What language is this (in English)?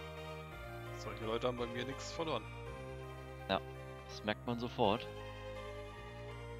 German